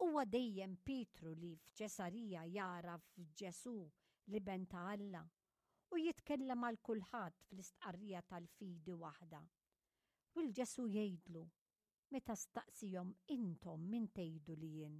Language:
Maltese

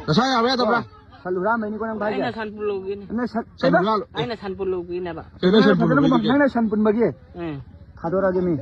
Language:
Manipuri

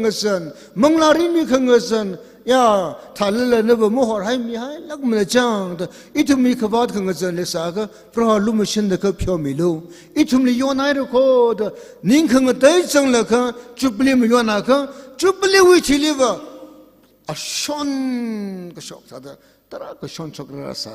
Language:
Tangkhul Naga (India)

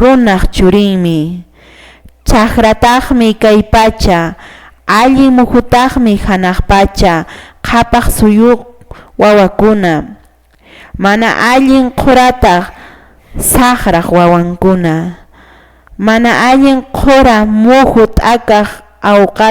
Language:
Quechua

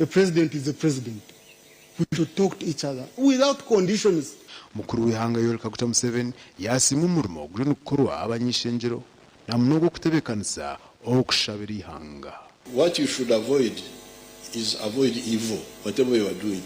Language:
Nyankole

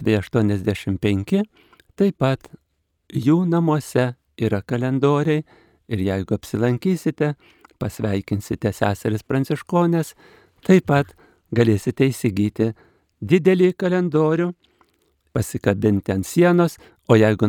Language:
Lithuanian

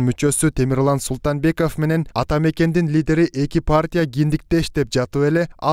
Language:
Kyrgyz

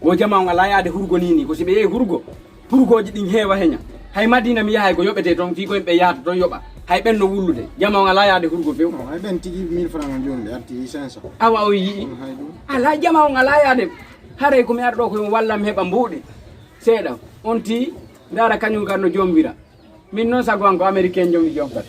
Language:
Fula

